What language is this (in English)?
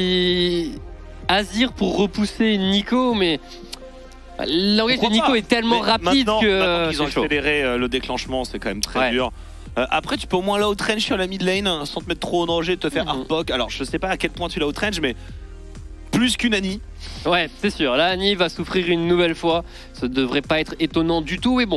French